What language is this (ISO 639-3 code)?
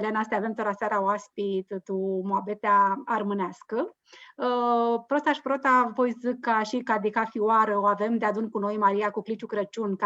rup